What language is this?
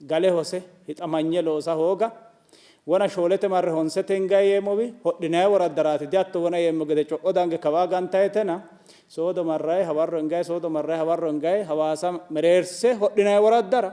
Sidamo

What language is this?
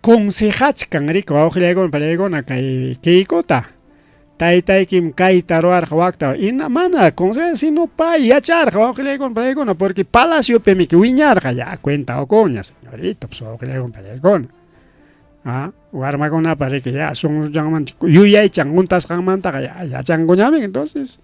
Ayacucho Quechua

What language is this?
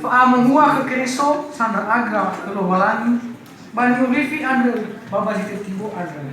Nias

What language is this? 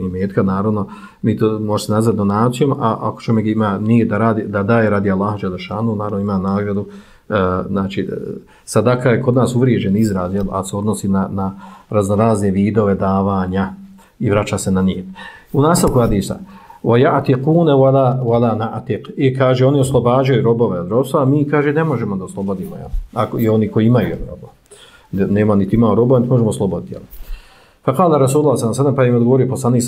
Bosnian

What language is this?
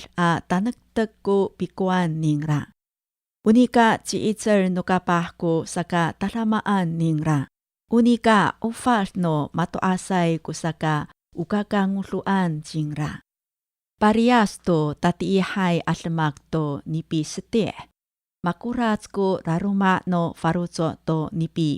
Amis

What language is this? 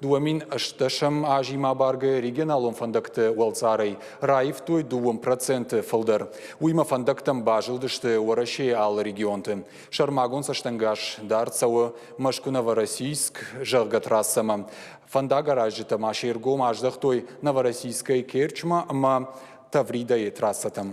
Ossetic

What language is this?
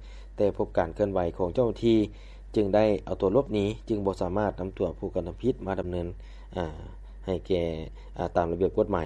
Lao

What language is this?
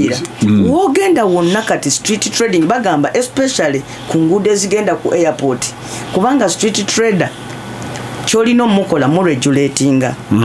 Ganda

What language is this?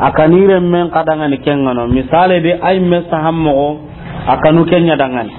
Soninke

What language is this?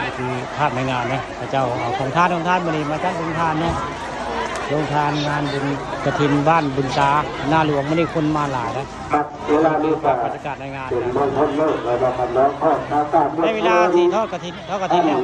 Northeastern Thai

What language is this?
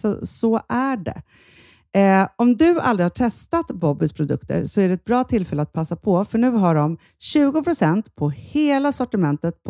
Swedish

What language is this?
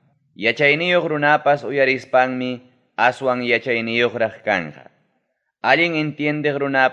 Ayacucho Quechua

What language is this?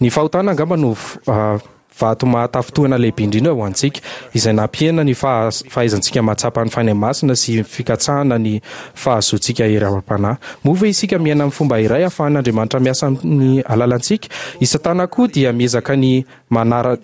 Malagasy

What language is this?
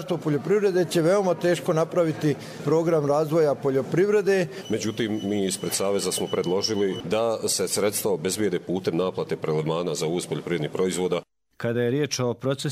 Croatian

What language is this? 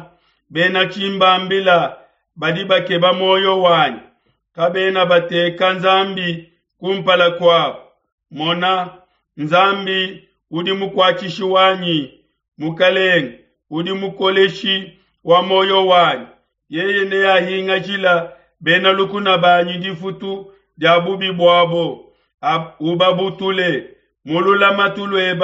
Luba-Lulua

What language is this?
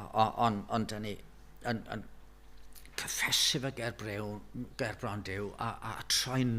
Welsh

